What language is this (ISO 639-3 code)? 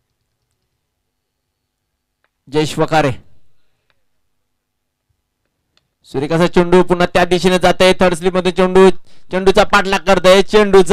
mar